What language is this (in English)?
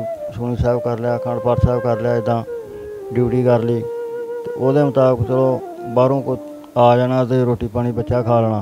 Punjabi